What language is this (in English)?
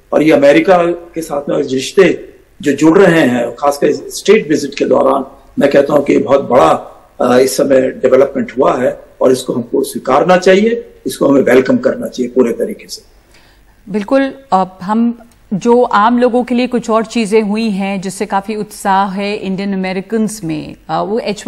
Hindi